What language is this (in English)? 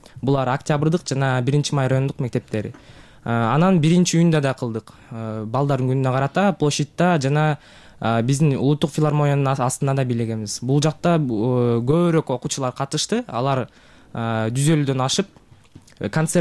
Kyrgyz